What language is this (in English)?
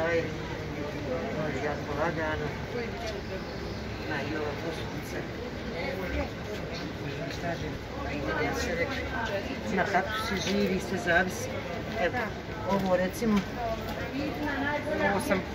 Bosnian